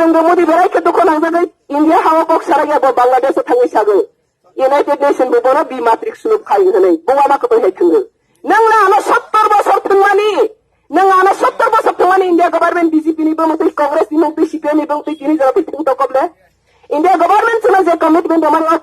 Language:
Riang (India)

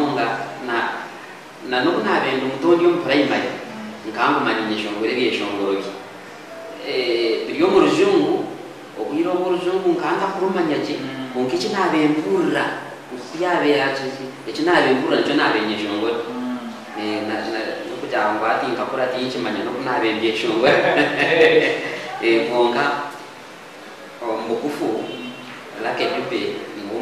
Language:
Kinyarwanda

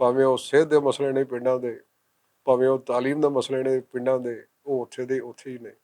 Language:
Western Panjabi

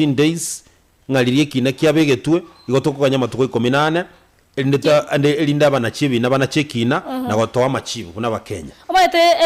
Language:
Gusii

